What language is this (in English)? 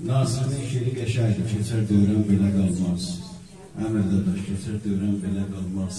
South Azerbaijani